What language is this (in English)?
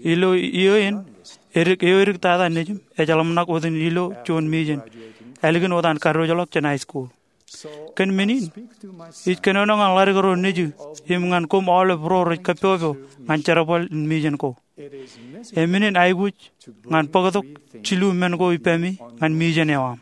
Marshallese